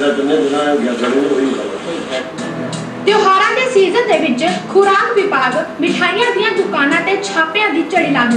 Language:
Punjabi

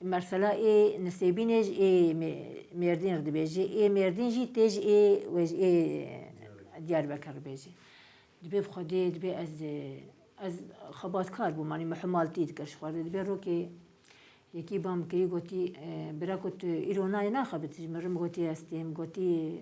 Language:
Kurdish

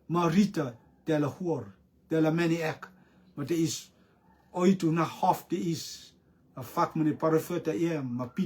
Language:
Rotuman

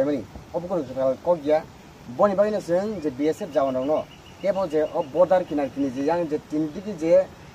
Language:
Kok Borok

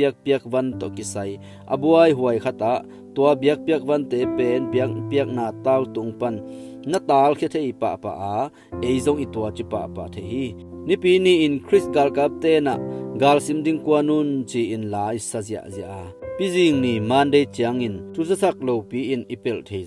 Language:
Tedim Chin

